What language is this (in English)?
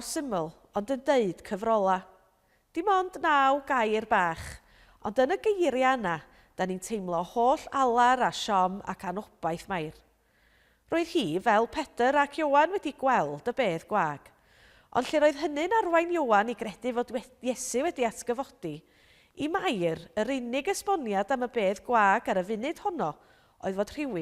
Welsh